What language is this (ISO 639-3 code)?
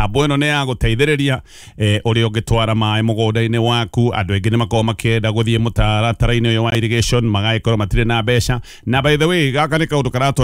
kik